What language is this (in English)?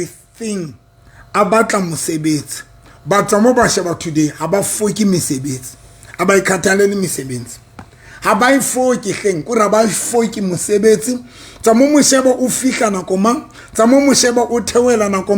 Southern Sotho